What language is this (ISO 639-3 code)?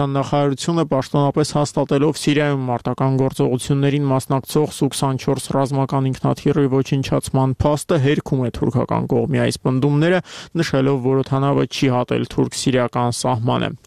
hye